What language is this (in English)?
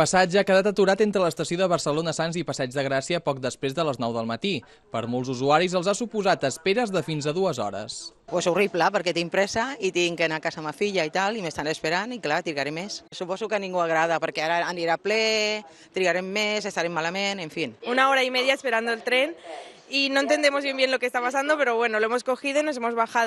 Catalan